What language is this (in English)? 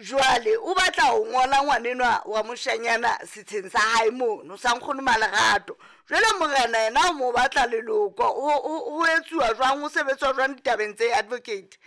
Southern Sotho